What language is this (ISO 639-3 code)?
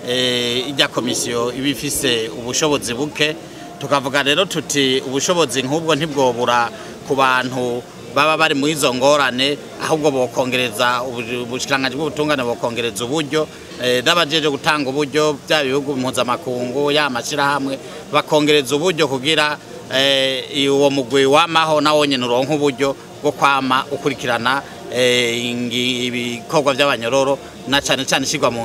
run